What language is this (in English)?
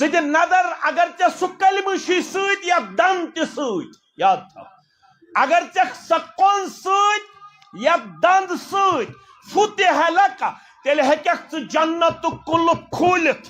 Kashmiri